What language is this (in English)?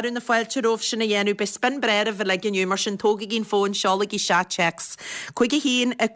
Irish